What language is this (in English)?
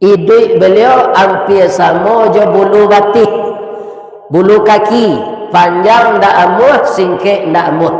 Minangkabau